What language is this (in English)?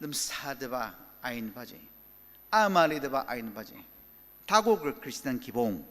Ao Naga